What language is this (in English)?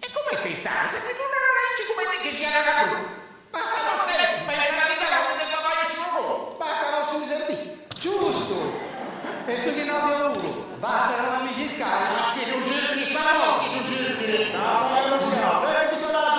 Sardinian